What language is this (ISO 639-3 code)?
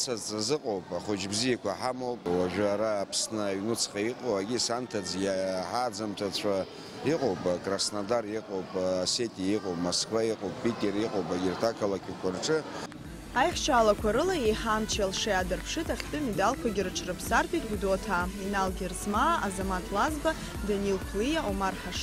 abk